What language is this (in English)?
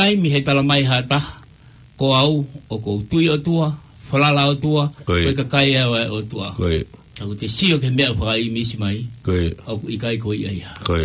Tongan